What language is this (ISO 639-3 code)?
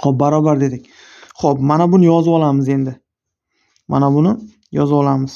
uzb